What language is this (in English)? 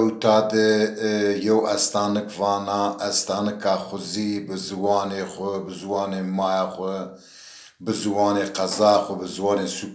Zaza